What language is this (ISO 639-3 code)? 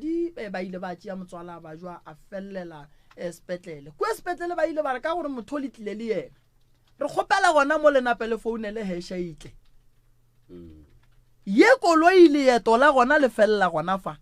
nso